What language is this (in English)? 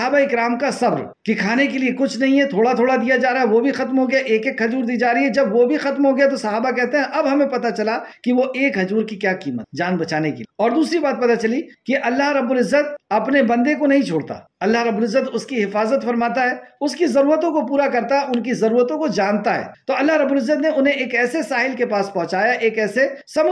Urdu